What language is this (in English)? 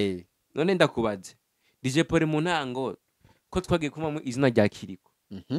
Rundi